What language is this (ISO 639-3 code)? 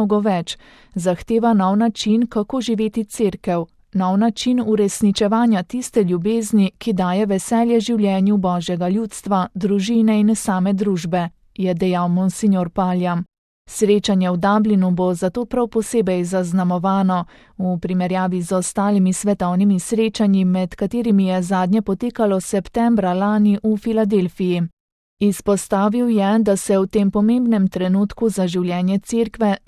slv